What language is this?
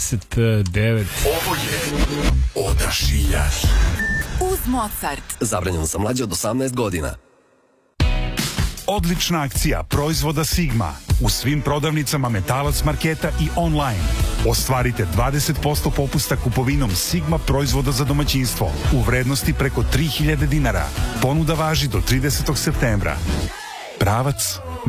Serbian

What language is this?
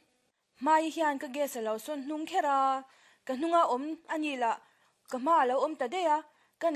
Mizo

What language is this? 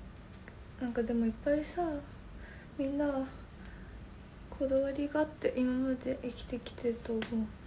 Japanese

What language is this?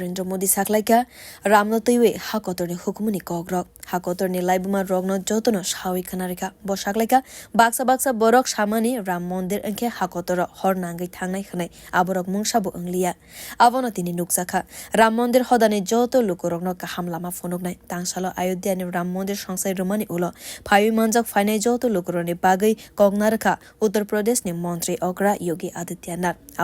Kok Borok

